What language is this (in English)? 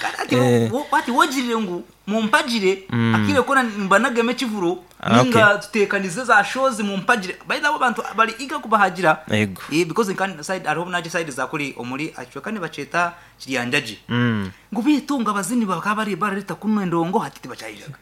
Nyankole